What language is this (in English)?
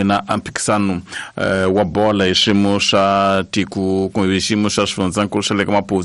Tsonga